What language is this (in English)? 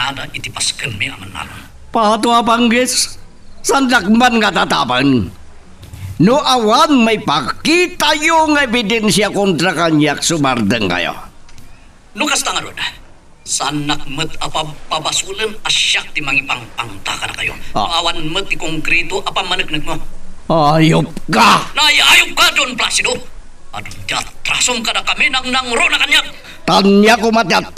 Iloko